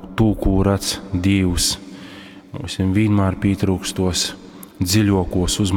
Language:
Latgalian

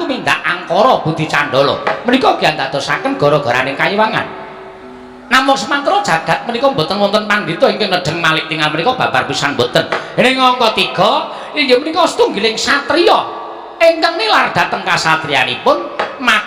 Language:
Javanese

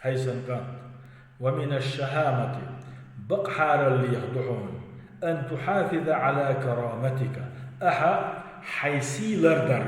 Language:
Chechen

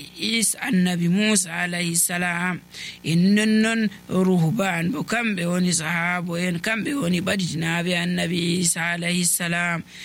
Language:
Nigerian Fulfulde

